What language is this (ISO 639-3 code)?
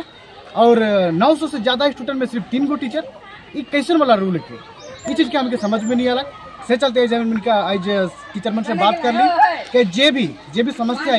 sck